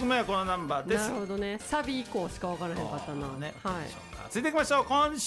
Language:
Japanese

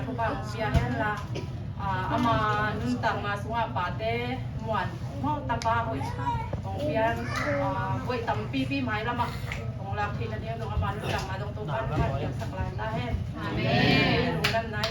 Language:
Tedim Chin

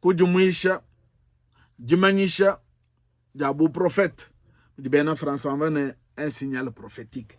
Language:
Luba-Lulua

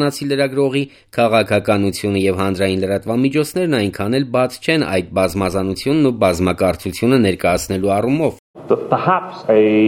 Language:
Armenian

